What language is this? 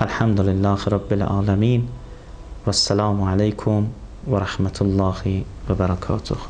Azerbaijani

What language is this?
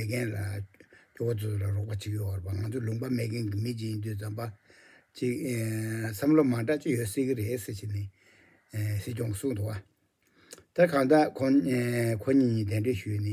Tibetan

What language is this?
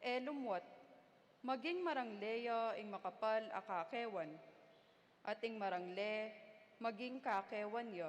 Pampanga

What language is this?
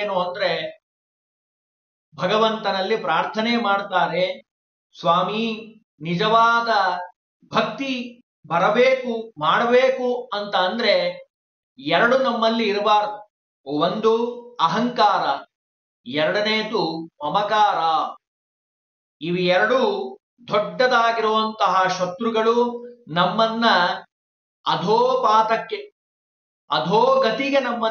Kannada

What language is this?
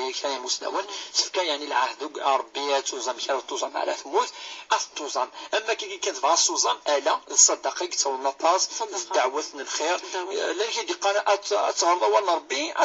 Kabyle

